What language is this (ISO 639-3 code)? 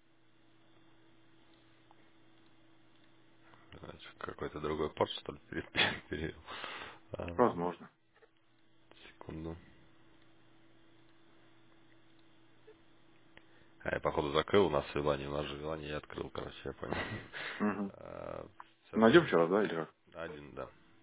rus